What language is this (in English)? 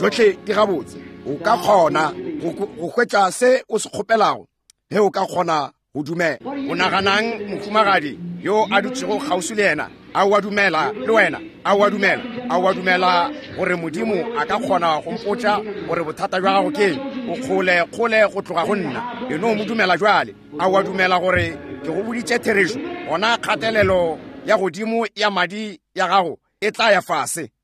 Northern Sotho